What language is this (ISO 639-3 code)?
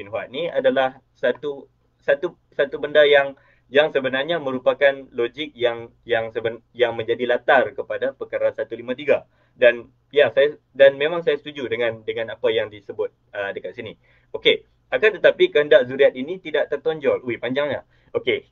msa